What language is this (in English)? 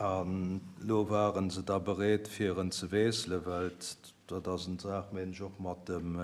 Luxembourgish